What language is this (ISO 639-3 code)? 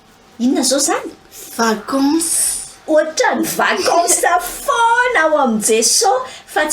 mlg